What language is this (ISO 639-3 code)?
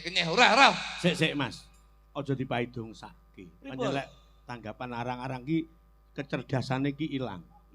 jav